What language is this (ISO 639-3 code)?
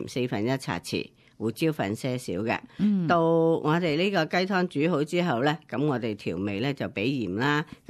yue